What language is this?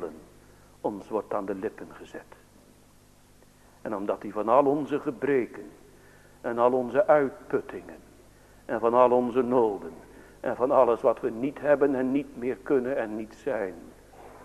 Dutch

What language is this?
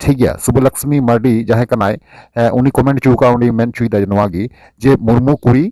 Santali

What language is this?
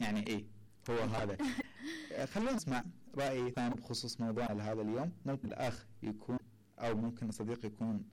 Mesopotamian Arabic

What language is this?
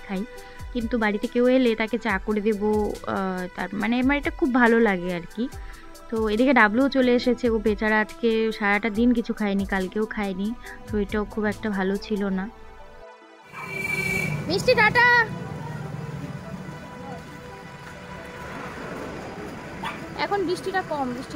Bangla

